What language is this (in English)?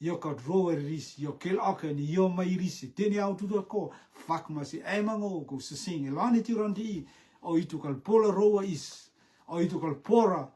Rotuman